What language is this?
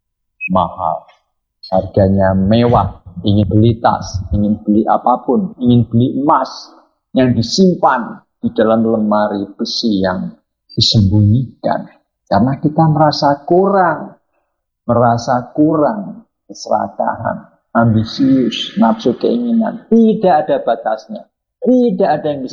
Indonesian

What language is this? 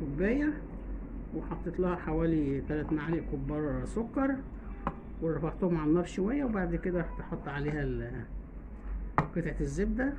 Egyptian Arabic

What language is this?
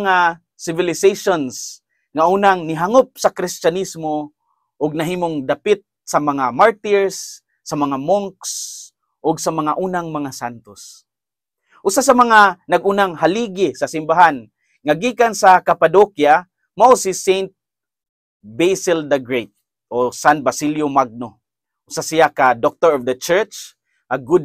Cebuano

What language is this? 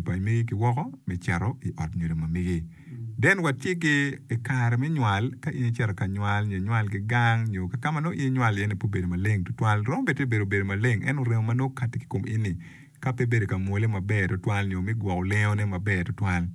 Acoli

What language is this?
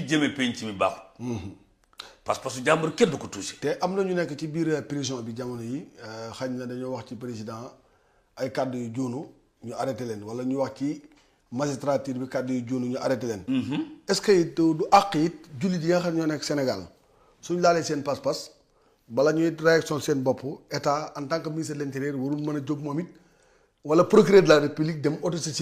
Wolof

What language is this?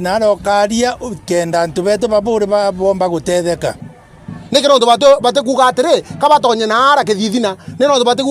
Meru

